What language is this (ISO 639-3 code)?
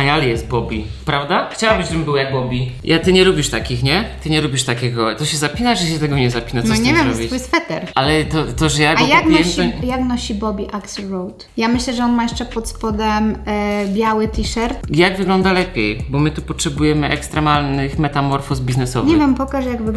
pol